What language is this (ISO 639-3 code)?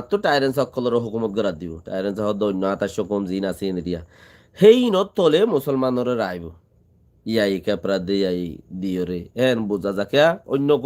rhg